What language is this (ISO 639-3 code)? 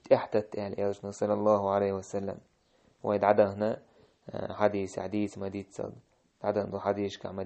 che